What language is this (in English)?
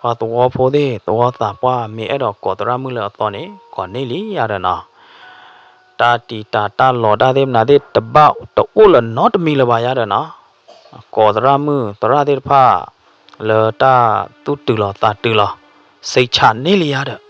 S'gaw Karen